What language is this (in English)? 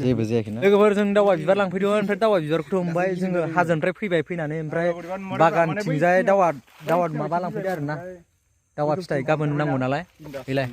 Bodo